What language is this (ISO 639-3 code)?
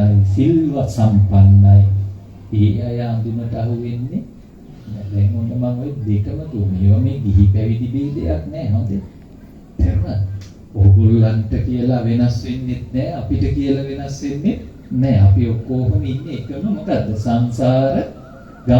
sin